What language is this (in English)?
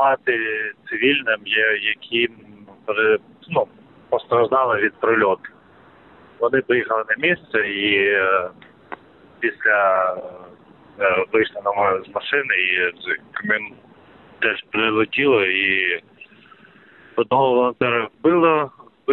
Ukrainian